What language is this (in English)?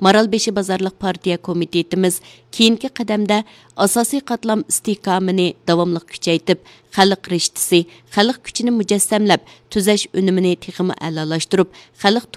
Uyghur